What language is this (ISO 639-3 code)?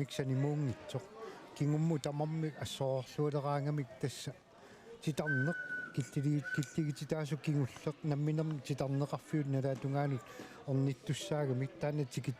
kal